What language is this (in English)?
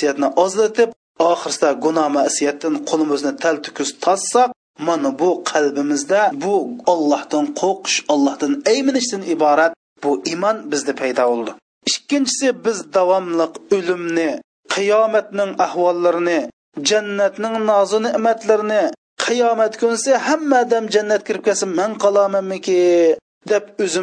Uyghur